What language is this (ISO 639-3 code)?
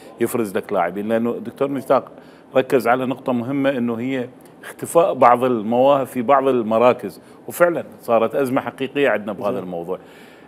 acm